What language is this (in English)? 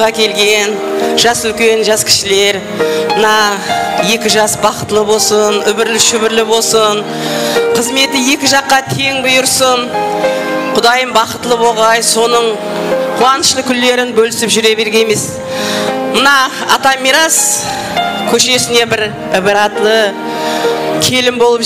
Kara-Kalpak